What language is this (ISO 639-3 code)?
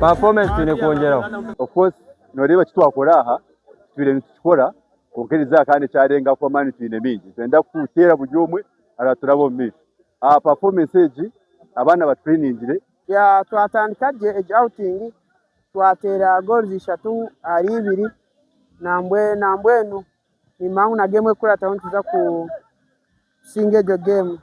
nyn